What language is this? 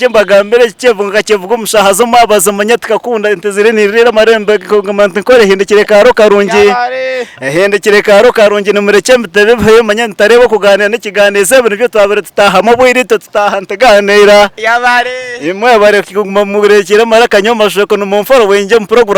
Nyankole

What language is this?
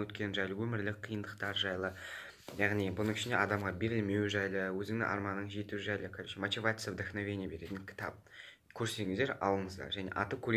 Kazakh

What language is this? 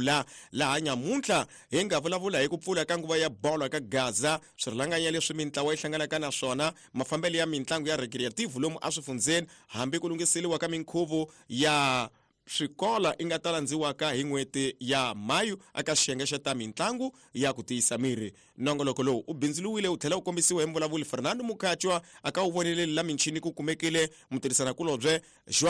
Tsonga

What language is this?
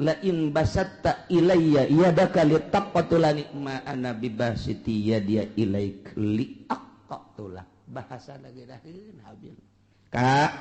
Sundanese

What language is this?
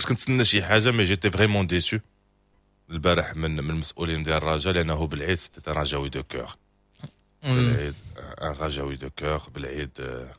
Moroccan Arabic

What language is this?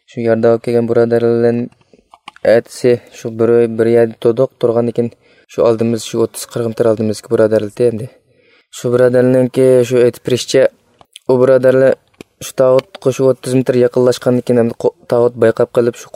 Uyghur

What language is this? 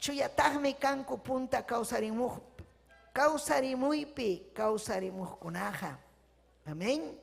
Ayacucho Quechua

